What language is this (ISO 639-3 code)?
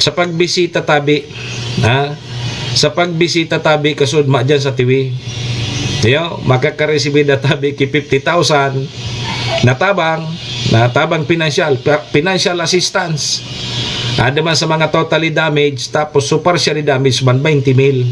bik